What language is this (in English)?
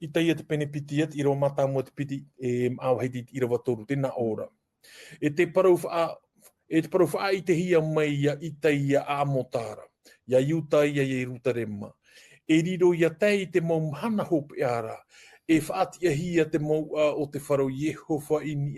Tahitian